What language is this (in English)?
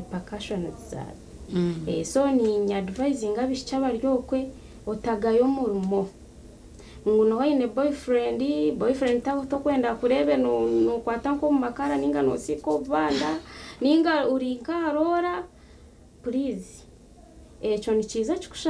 Nyankole